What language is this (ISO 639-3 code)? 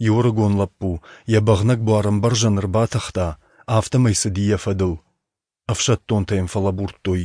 oss